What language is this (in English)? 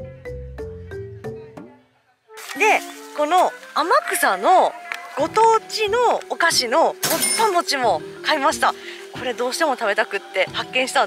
Japanese